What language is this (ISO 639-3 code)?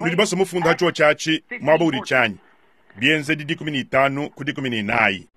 lua